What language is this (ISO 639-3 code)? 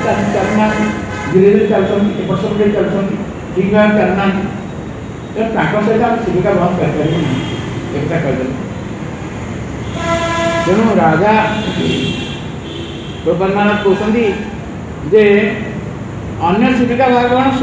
ori